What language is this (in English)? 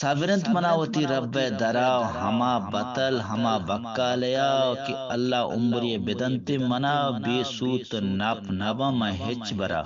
Eastern Balochi